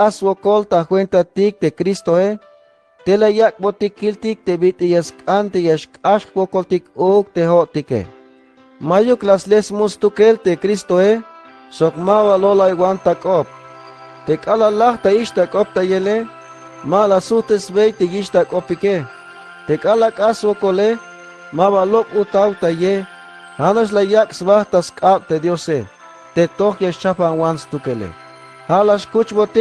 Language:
Tzeltal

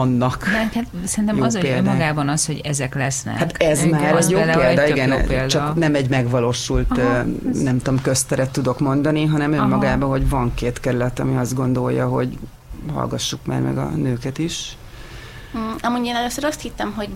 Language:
Hungarian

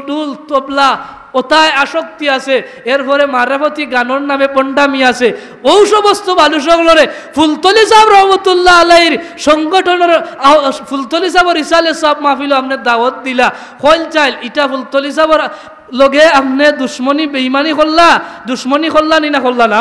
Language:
Sylheti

